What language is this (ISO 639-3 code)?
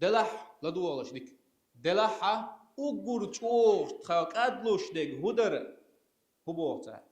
che